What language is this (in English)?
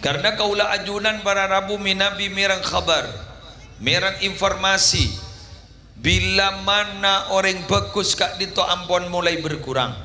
Madurese